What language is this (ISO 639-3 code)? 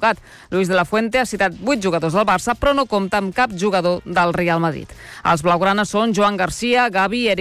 cat